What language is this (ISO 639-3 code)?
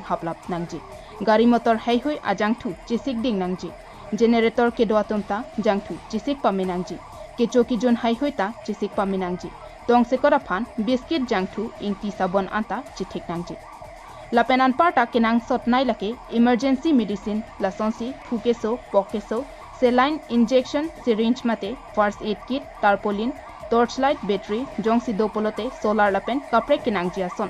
mjw